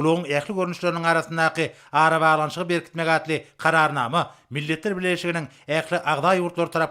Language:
Turkmen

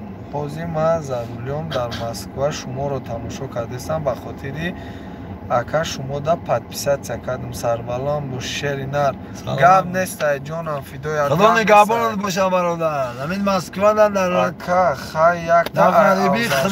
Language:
Tajik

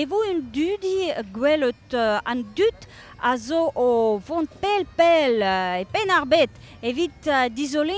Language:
Breton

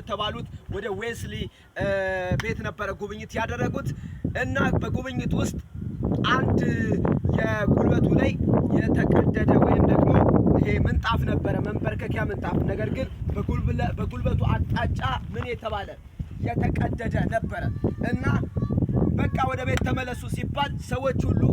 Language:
Amharic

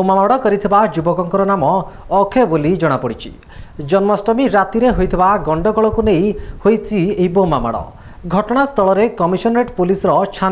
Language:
Odia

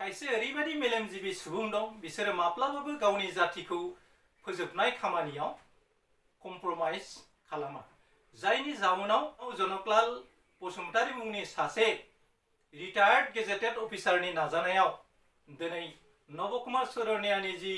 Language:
Bodo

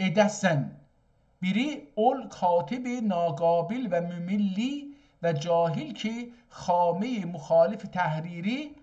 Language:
South Azerbaijani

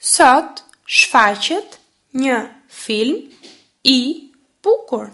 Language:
Albanian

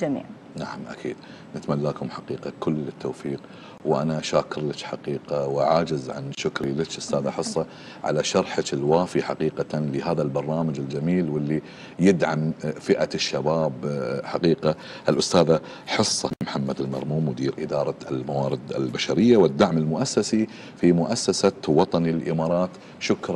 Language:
Arabic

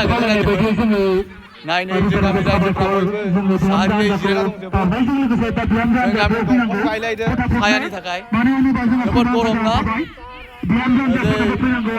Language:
Bodo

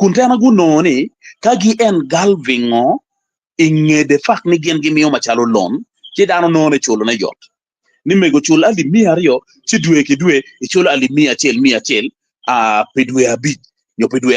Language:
Acoli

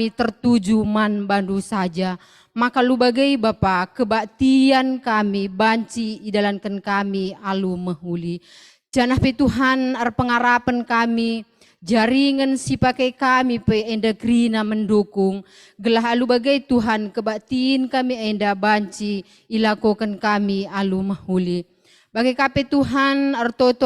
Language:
Batak Karo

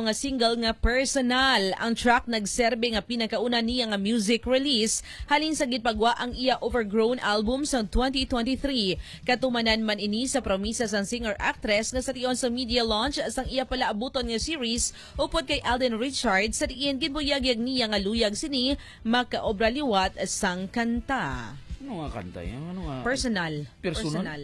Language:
Hiligaynon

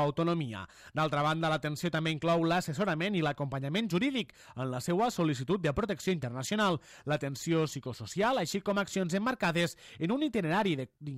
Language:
Catalan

